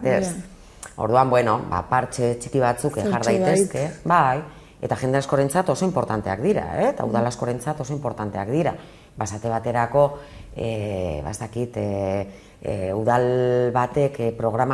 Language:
Basque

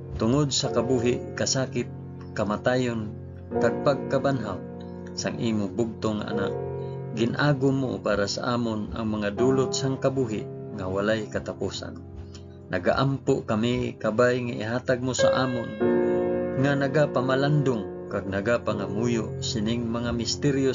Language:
Hiligaynon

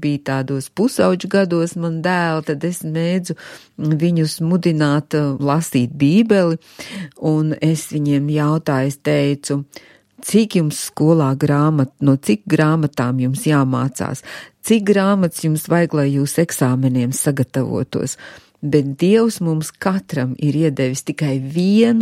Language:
Latvian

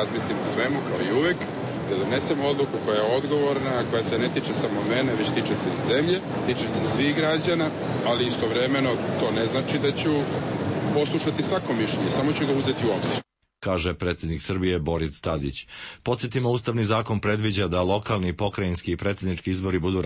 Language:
Serbian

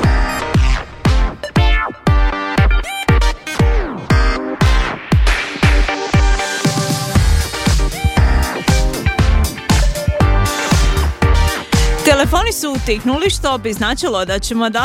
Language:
Croatian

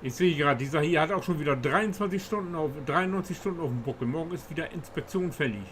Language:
Low German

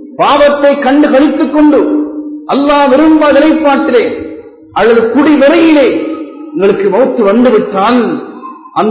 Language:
Tamil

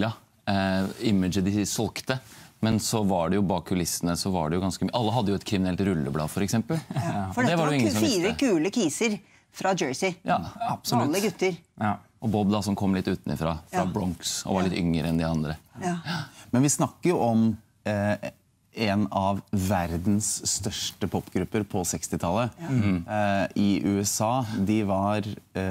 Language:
Norwegian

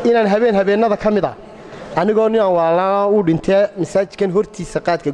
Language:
Somali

